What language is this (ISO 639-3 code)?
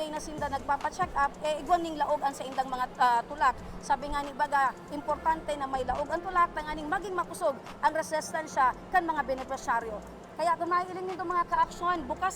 bik